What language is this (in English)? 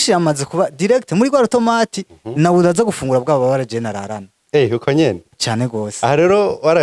Rundi